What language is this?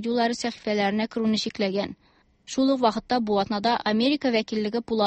Tatar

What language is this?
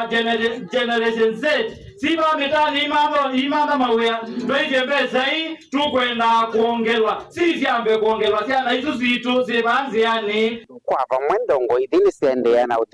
Kamba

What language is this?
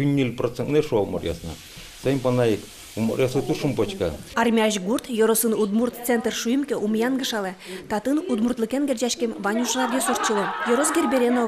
Udmurt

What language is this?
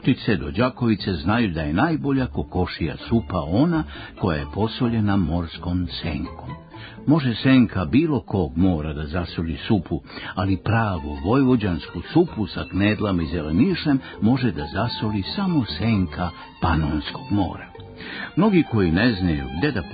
Serbian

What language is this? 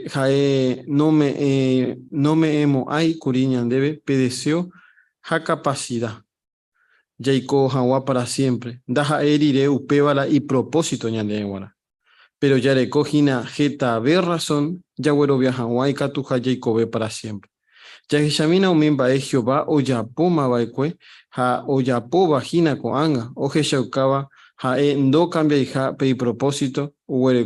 Guarani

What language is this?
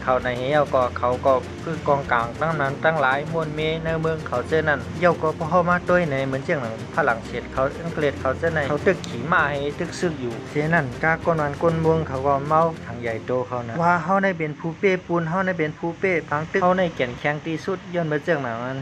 Shan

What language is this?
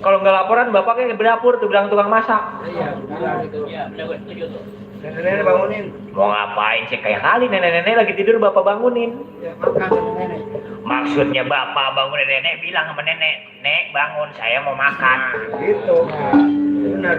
Betawi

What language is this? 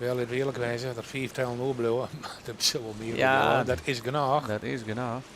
Western Frisian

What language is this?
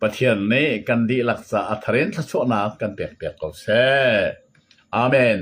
Hakha Chin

